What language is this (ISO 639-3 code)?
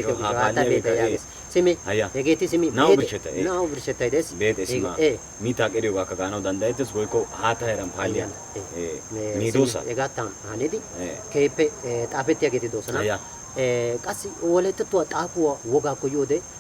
wal